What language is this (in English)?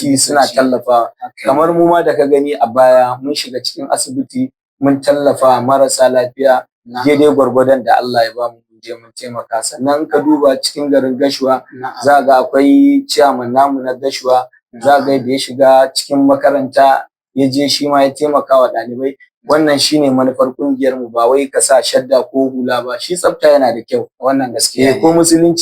Hausa